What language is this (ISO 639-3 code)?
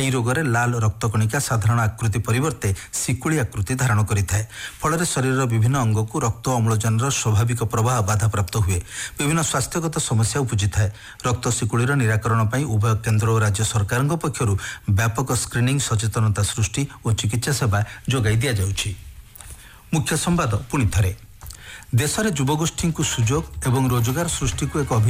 ori